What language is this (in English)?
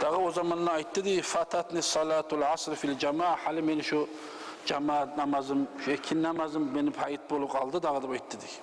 Kumyk